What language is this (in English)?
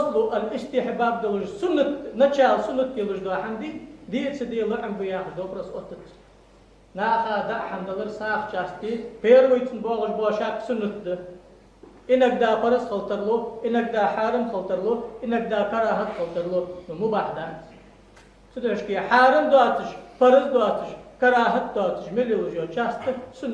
Ingush